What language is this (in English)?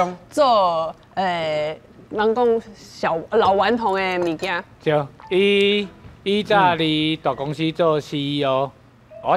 Min Nan Chinese